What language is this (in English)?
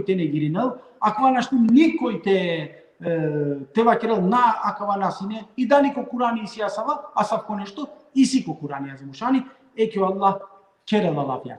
Balkan Romani